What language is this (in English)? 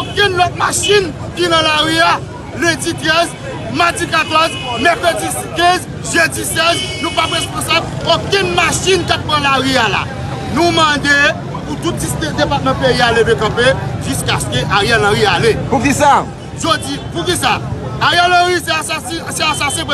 Haitian Creole